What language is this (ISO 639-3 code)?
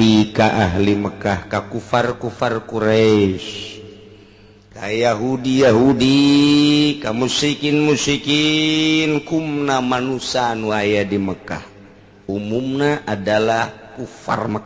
sun